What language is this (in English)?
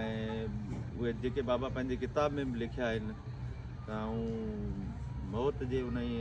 Sindhi